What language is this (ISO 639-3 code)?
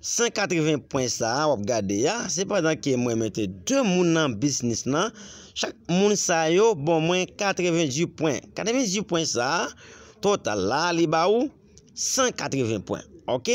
hat